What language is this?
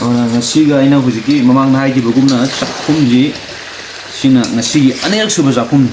Manipuri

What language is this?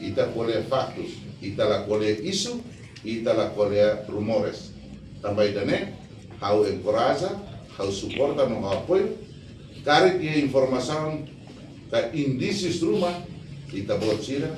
Tetum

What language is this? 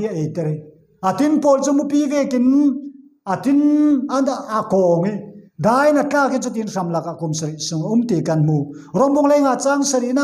Falam Chin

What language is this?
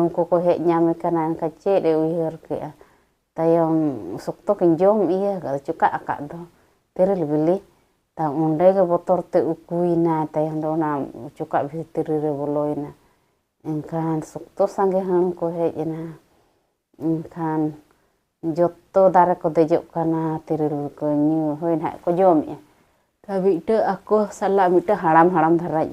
Santali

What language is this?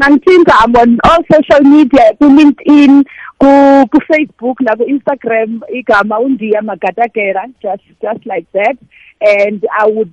South Ndebele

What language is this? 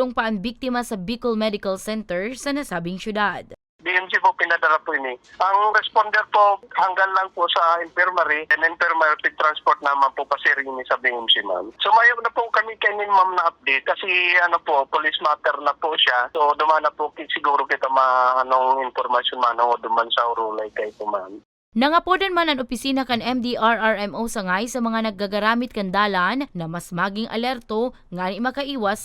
Bikol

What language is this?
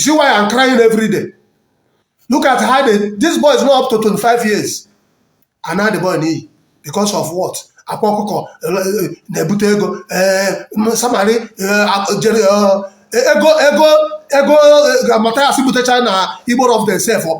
Igbo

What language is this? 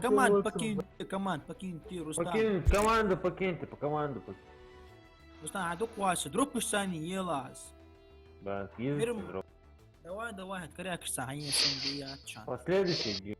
Ingush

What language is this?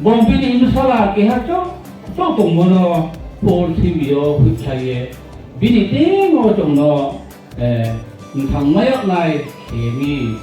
Riang (India)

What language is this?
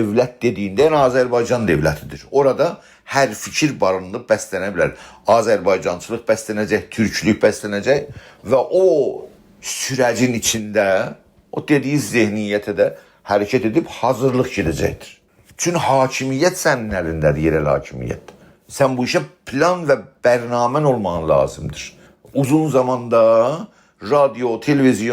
South Azerbaijani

